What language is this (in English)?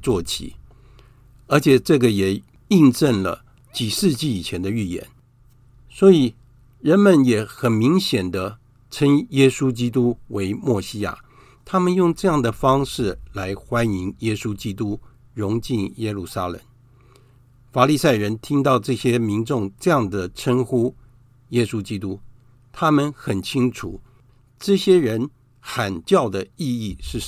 Chinese